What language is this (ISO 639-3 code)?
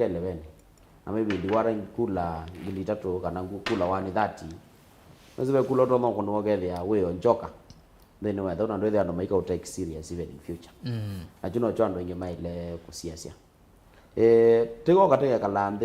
kam